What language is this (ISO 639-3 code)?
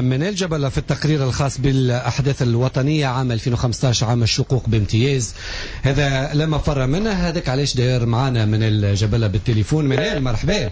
aeb